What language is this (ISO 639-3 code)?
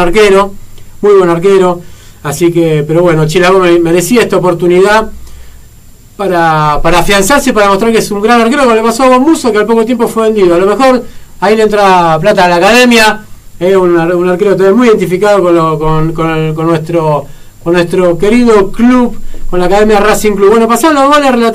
spa